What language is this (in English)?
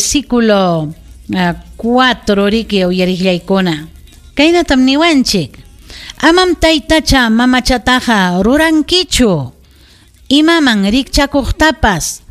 Ayacucho Quechua